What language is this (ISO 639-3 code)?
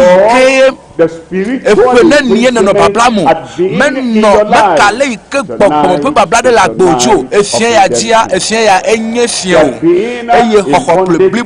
ewe